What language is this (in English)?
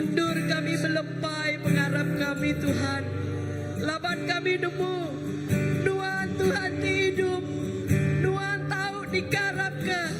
Iban